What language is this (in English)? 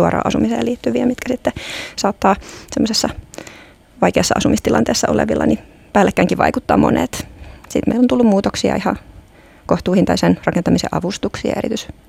Finnish